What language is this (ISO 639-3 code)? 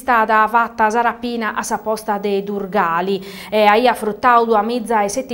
srd